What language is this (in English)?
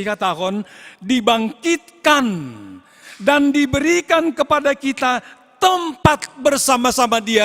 Batak Simalungun